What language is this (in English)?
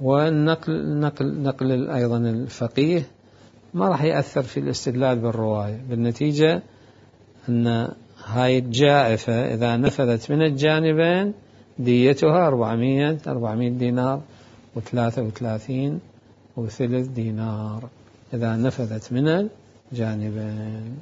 Mesopotamian Arabic